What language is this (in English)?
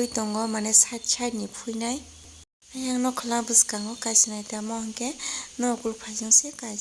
Kok Borok